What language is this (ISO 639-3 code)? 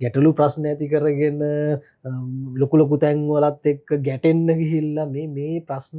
sin